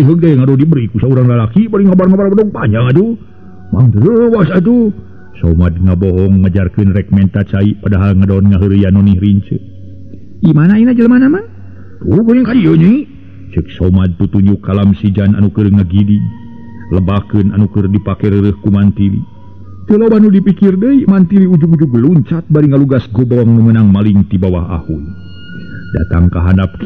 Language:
Sundanese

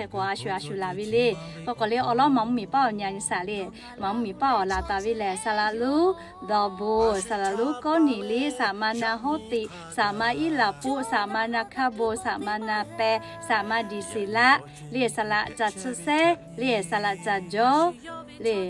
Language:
Lahu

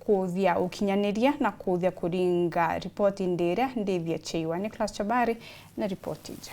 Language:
Meru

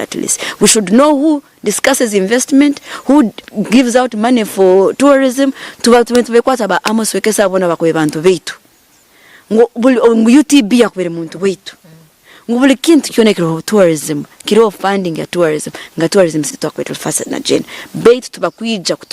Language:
Nyankole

